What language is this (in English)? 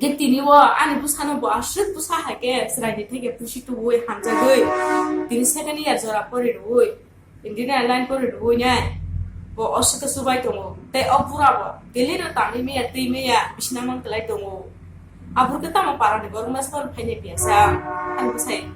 Kok Borok